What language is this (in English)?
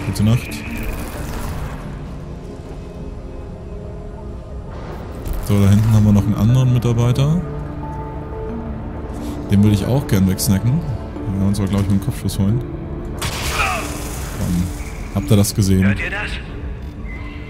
German